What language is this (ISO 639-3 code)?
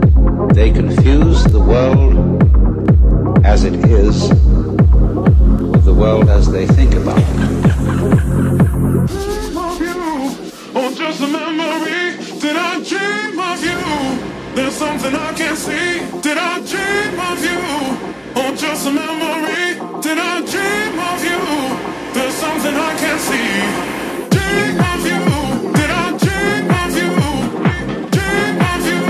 eng